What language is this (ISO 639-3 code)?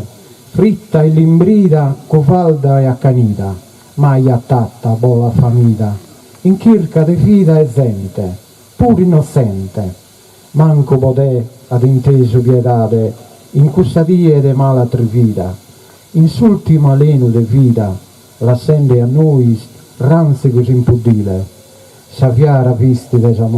srd